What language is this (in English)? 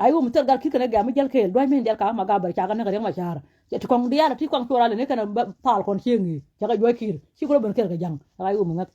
Nuer